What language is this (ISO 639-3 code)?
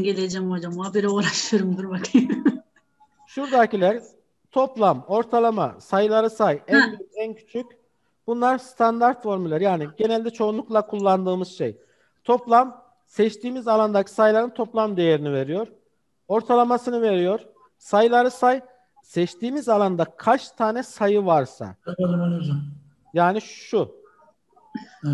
tur